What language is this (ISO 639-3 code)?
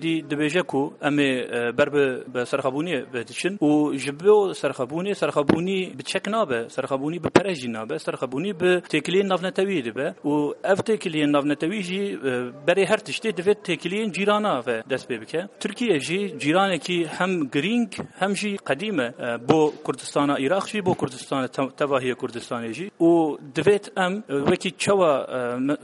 kur